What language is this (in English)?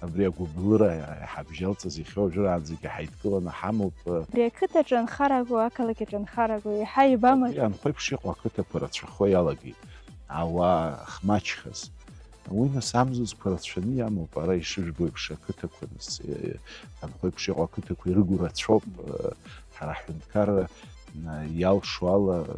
Abkhazian